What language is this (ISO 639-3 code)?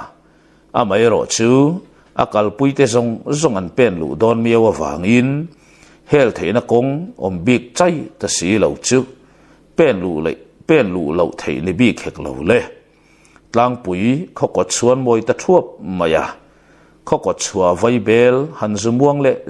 lus